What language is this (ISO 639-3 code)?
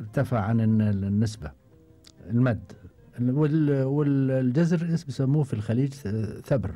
afb